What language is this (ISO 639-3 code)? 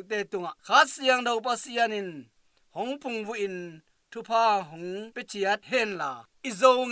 ctd